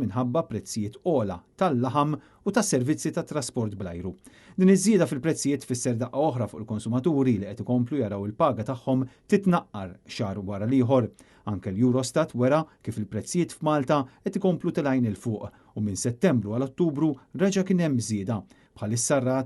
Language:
Maltese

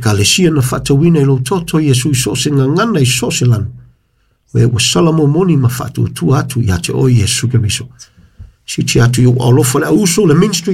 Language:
Samoan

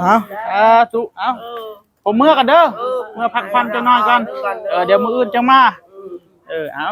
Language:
Northeastern Thai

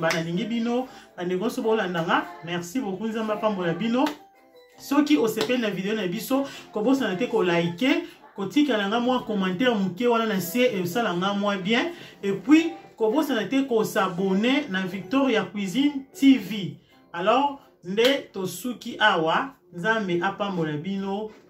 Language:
Lingala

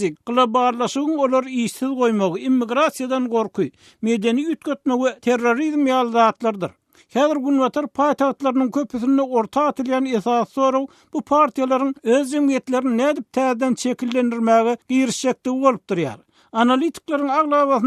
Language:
Turkmen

